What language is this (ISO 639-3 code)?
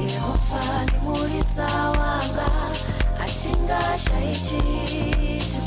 ven